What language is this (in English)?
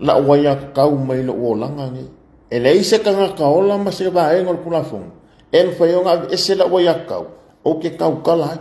Samoan